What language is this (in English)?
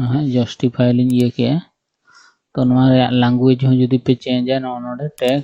Santali